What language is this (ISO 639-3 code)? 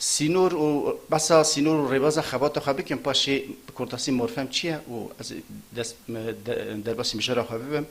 kur